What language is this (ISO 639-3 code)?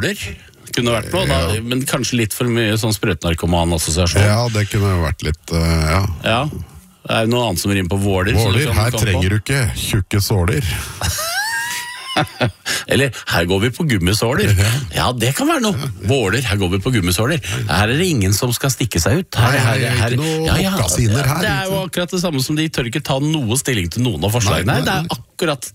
nor